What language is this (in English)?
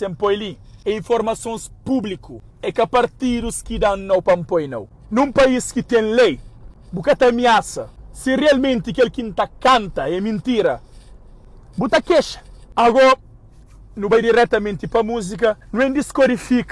Kabuverdianu